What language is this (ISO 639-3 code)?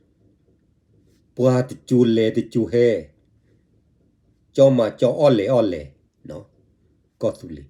ksw